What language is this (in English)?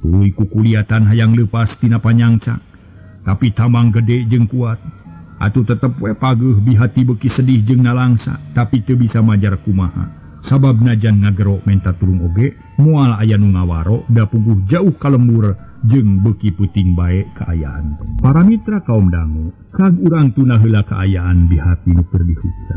Sundanese